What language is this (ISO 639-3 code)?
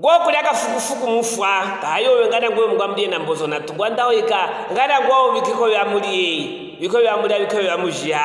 lue